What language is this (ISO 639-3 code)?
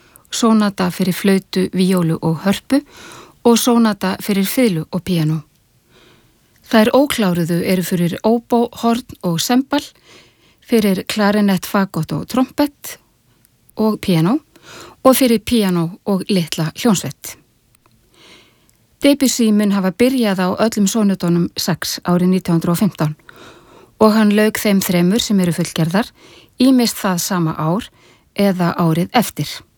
isl